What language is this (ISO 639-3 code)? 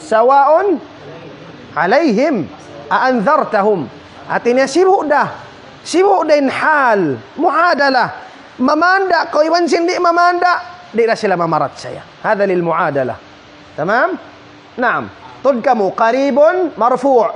tsg